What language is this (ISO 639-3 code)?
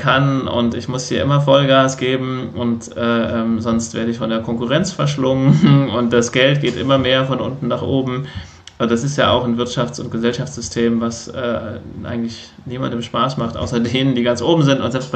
deu